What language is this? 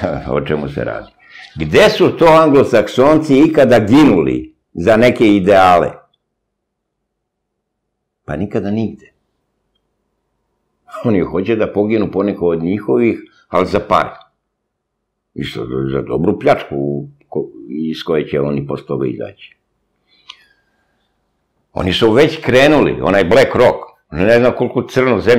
Serbian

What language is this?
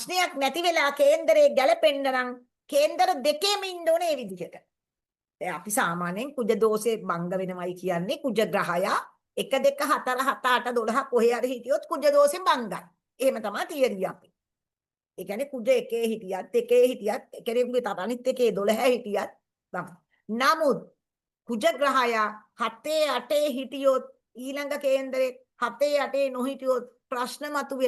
Sinhala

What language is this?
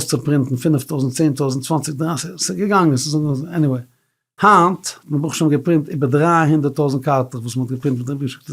Yiddish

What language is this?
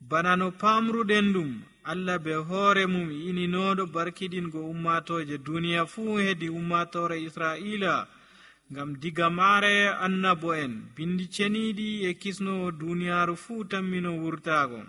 Nigerian Fulfulde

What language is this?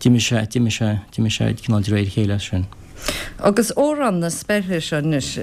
Irish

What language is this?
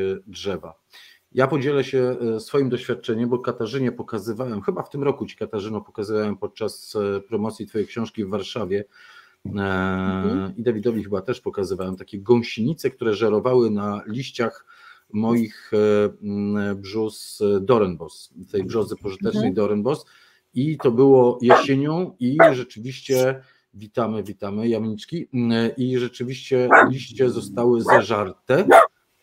Polish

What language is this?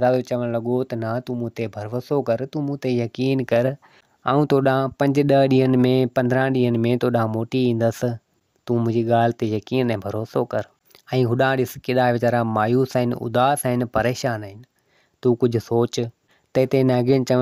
Sindhi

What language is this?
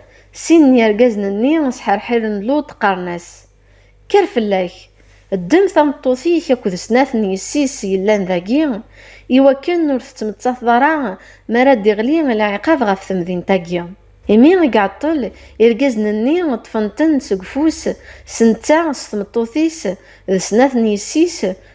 Kabyle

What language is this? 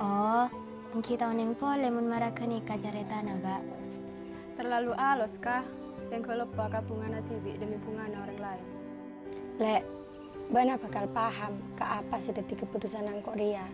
Madurese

